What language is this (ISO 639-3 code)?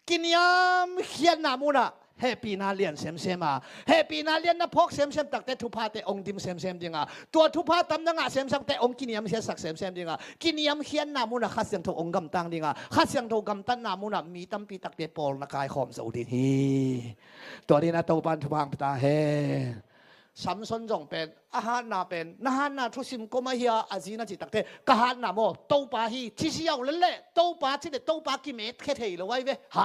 ctd